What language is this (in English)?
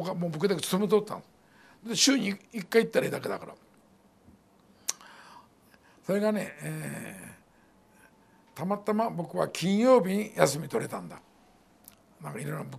Japanese